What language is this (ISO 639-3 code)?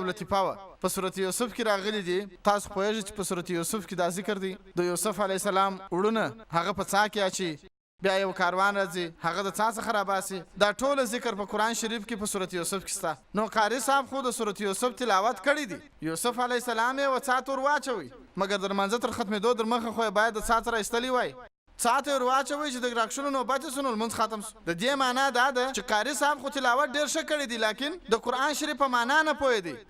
pus